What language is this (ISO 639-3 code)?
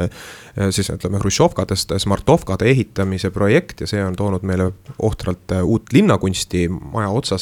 est